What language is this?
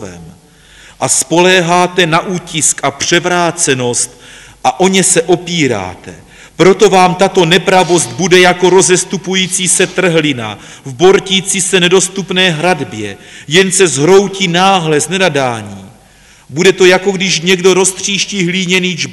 Czech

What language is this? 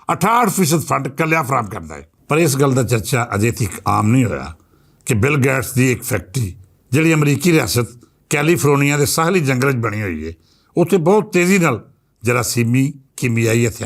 Western Panjabi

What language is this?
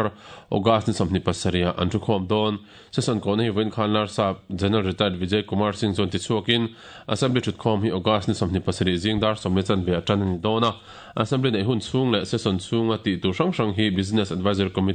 Mizo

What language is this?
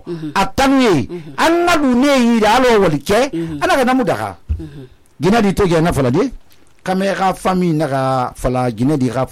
Susu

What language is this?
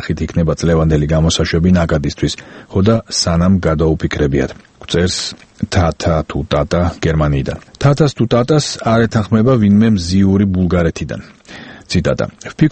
Georgian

